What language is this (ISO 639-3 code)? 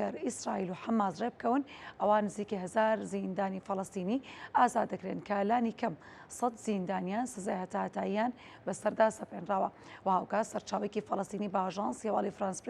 ckb